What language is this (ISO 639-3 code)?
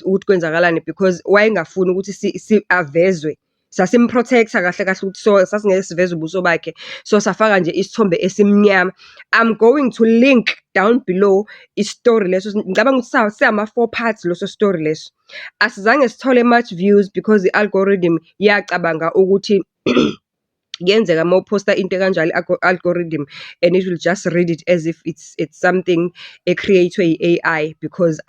zul